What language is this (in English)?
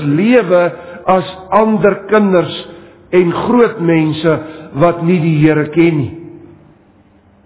Afrikaans